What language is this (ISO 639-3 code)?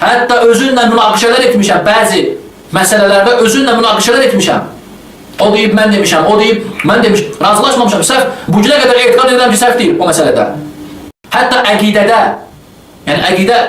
aze